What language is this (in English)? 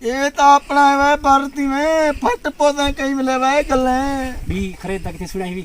Saraiki